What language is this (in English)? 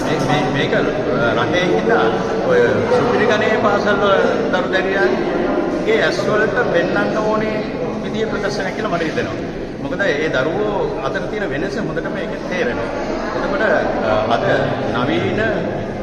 Sinhala